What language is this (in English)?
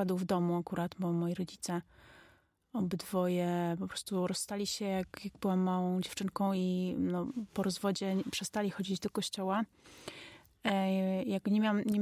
Polish